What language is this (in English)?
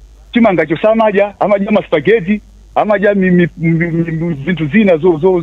Nyanja